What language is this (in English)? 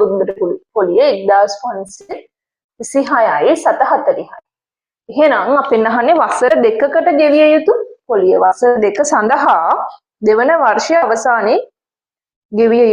Sinhala